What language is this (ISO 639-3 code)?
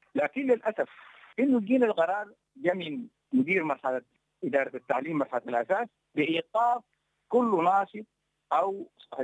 apd